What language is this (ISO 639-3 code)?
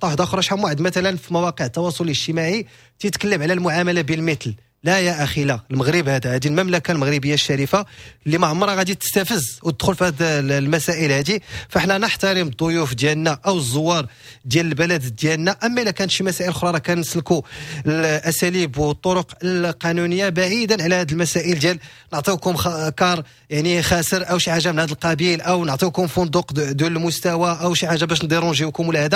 ary